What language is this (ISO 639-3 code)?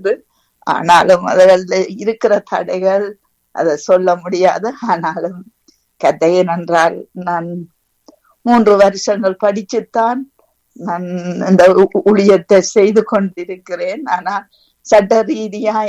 tam